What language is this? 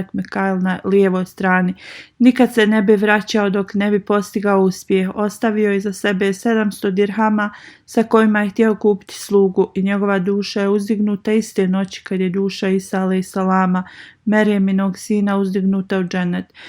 Bosnian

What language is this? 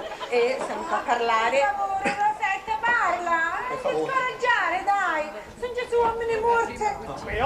Sicilian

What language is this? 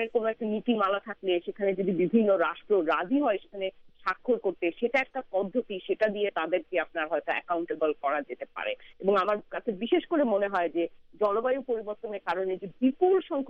Bangla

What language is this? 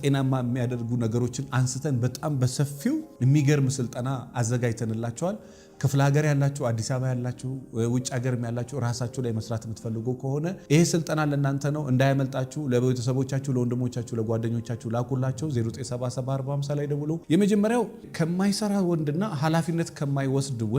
Amharic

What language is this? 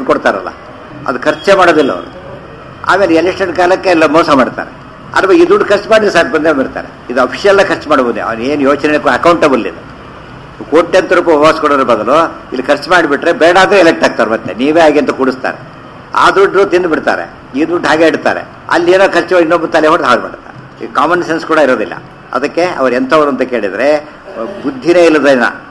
Kannada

